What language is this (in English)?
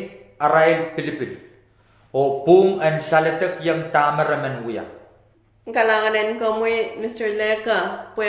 Pohnpeian